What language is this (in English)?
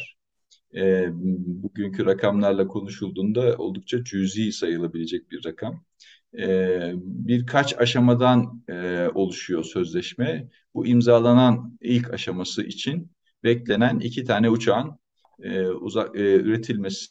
Turkish